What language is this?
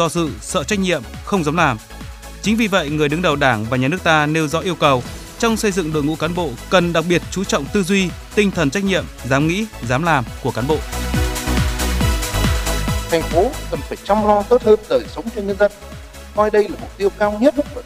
Vietnamese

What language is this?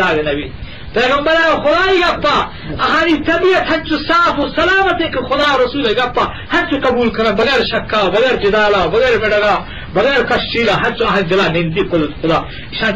Eastern Balochi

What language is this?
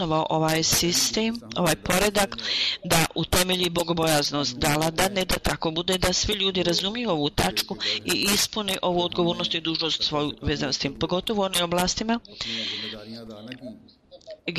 Bosnian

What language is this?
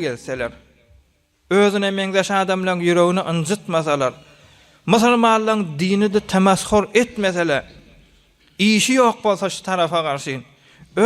Turkmen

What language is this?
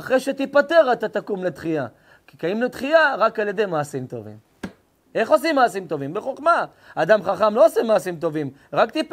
Hebrew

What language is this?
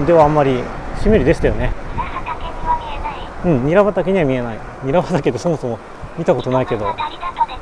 Japanese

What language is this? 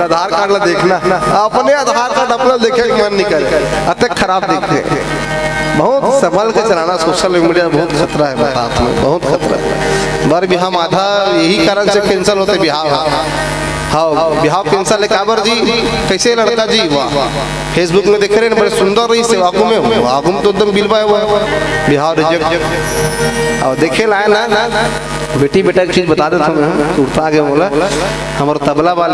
Chhattisgarhi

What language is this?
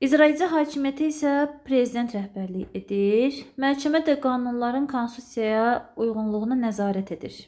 Azerbaijani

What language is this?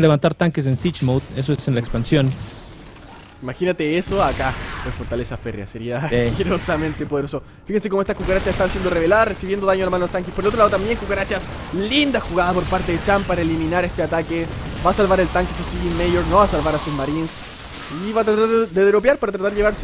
Spanish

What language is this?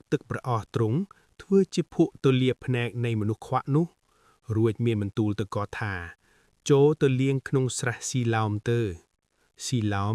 Khmer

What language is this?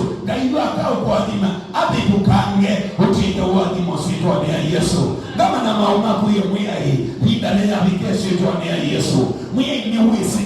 Kamba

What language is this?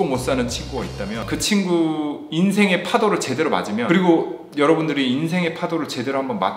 Korean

